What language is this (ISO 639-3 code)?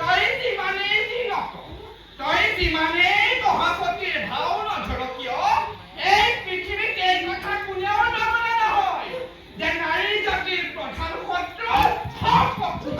asm